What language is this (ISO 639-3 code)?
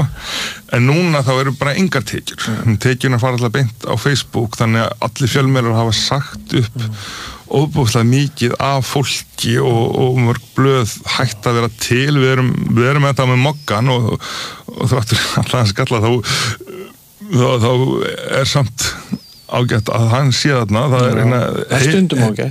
isl